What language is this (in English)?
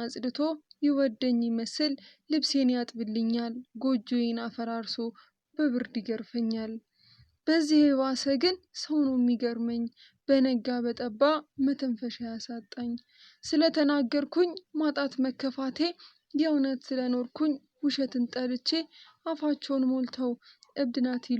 Amharic